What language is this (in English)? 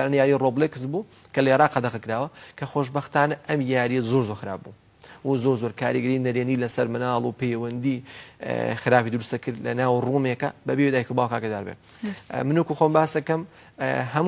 Central Kurdish